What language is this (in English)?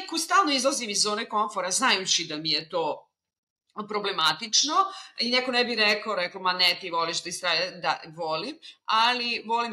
Serbian